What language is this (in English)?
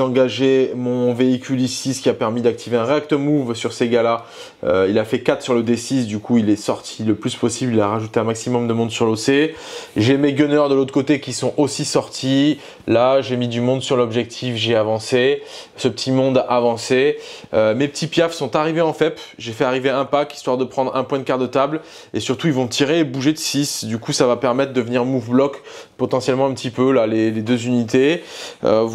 French